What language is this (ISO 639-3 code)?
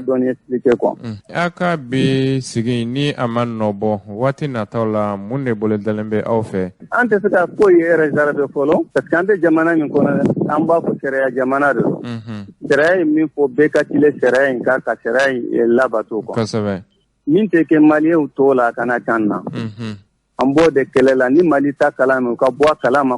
bam